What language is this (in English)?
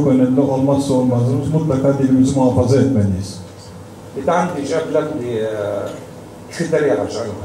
Adyghe